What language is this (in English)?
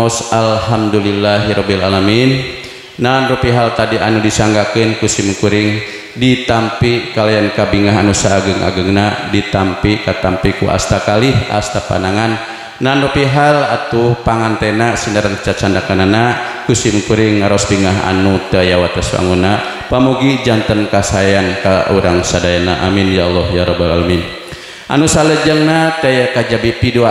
Sundanese